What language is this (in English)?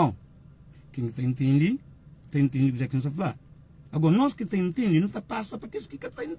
Kabuverdianu